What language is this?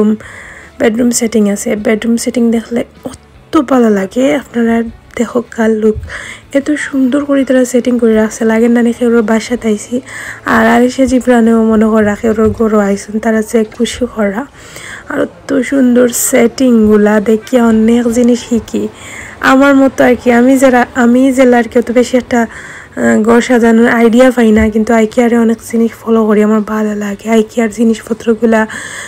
Sylheti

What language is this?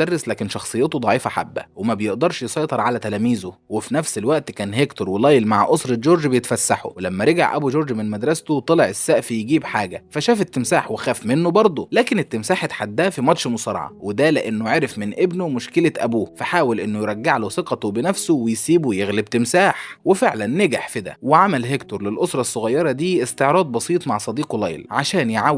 Egyptian Arabic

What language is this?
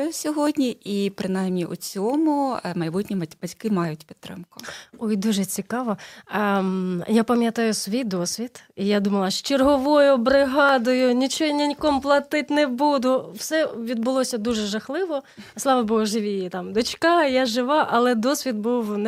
Ukrainian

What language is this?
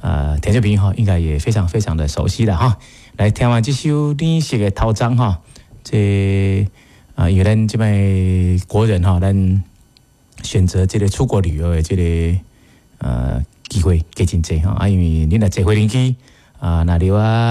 Min Nan Chinese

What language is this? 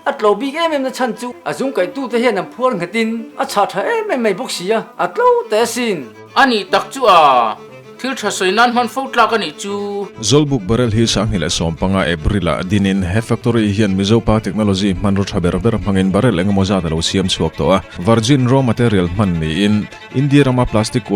Mizo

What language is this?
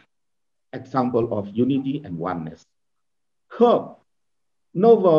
Tangkhul Naga (India)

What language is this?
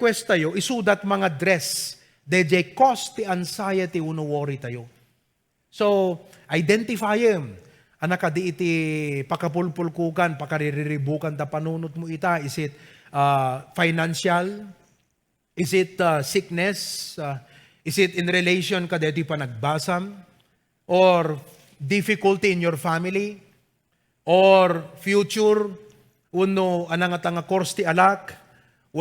Iloko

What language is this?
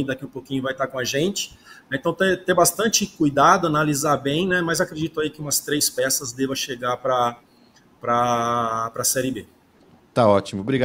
Portuguese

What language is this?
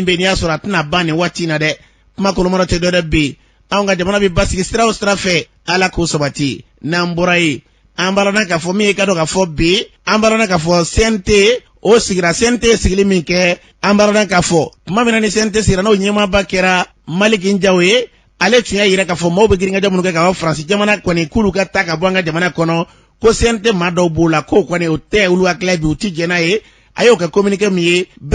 Bambara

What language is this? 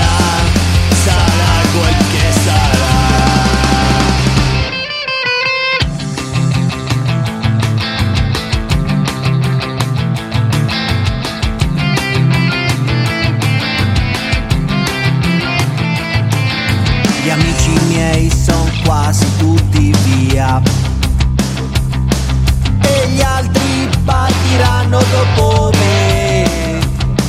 Italian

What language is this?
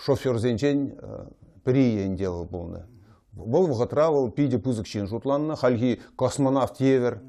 Chuvash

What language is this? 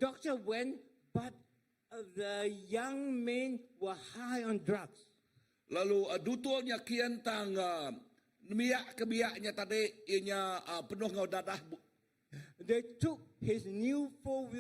Iban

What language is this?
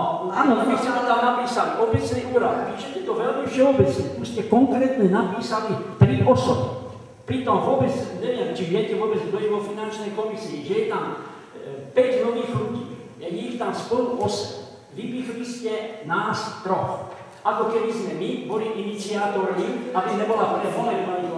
Slovak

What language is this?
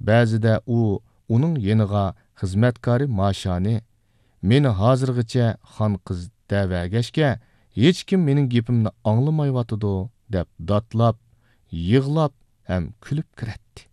Uyghur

